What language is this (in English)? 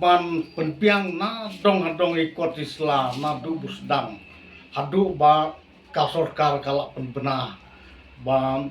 Khasi